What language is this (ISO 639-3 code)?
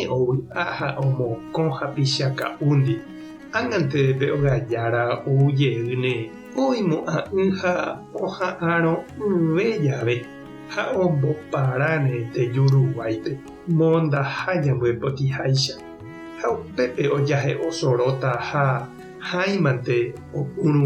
grn